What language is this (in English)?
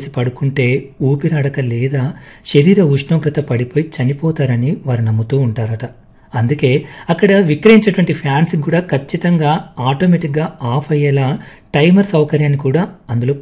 Telugu